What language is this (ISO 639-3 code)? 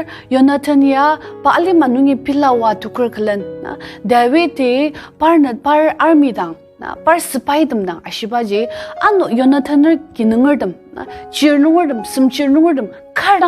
njo